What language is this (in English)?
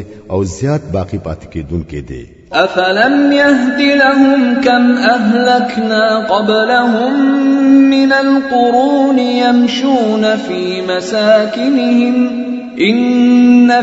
Pashto